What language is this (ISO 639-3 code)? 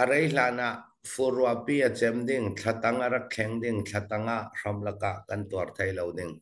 cfm